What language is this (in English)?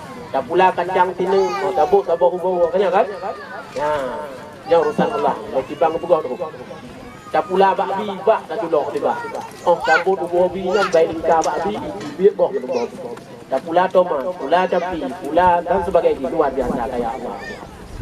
Achinese